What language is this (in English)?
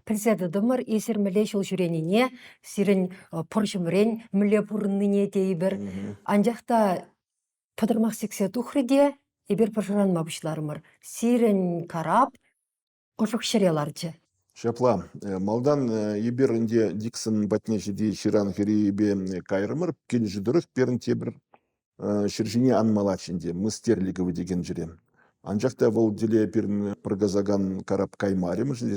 Chuvash